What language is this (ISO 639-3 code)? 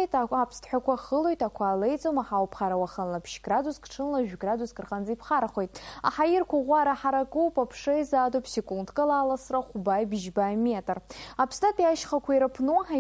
abk